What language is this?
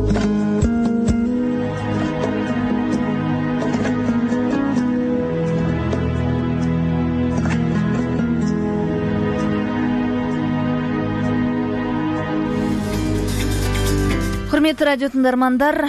Kazakh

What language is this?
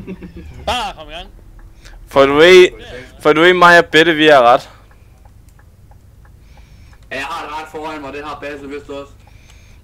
Danish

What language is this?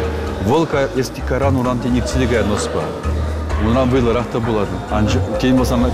Chuvash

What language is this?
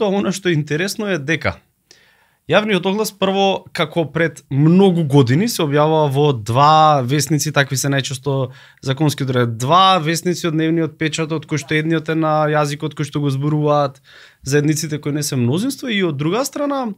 Macedonian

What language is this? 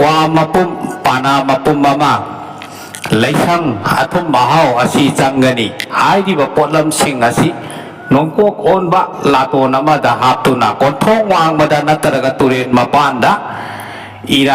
Manipuri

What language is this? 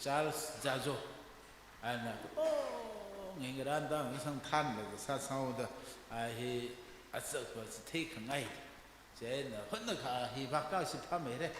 Tangkhul Naga (India)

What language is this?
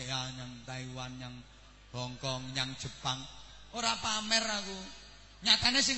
Javanese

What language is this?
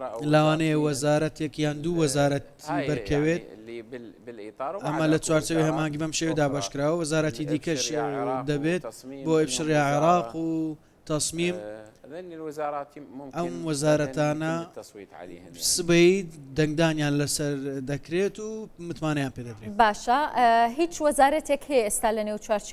Central Kurdish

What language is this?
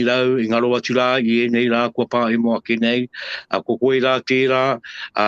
Māori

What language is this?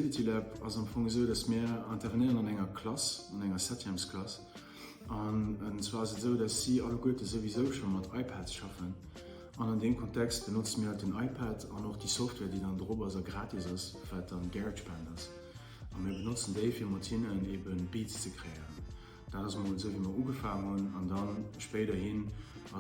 Luxembourgish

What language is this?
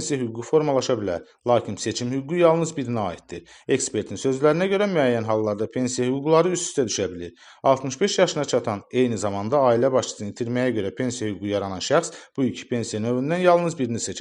Azerbaijani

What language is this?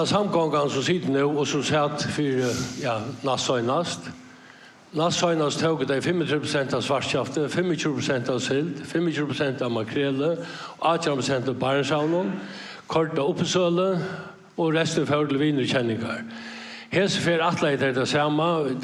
Faroese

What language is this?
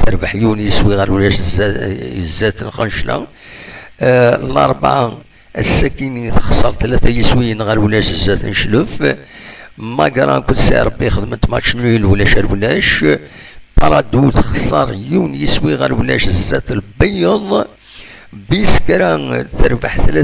Kabyle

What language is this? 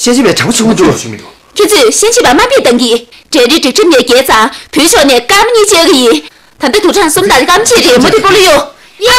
Tibetan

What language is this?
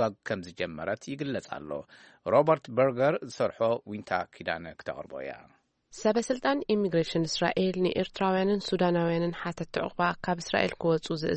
Tigrinya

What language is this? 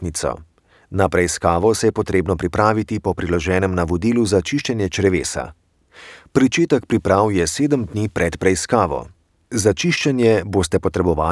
Slovenian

